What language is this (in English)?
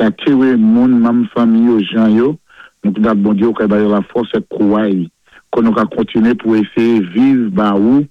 Saint Lucian Creole French